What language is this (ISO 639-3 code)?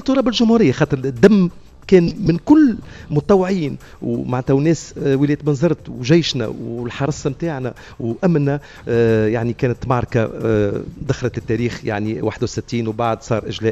aeb